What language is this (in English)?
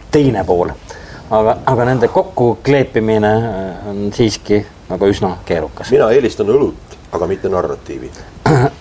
Estonian